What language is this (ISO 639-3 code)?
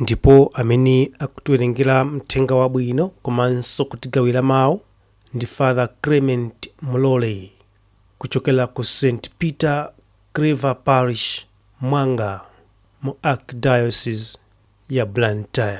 nya